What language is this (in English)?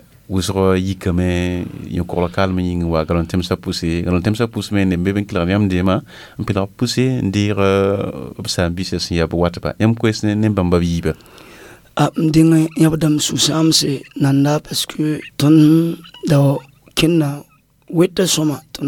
Mossi